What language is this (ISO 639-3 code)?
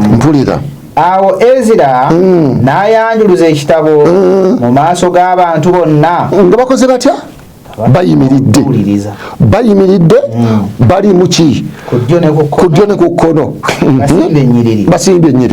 lug